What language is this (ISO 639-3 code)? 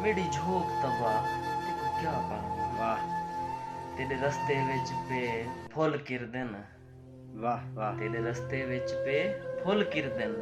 skr